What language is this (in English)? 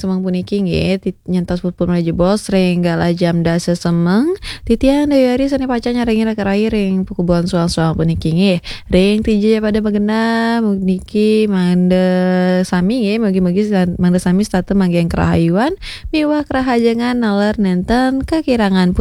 Balinese